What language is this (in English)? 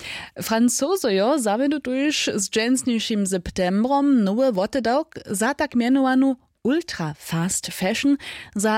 Upper Sorbian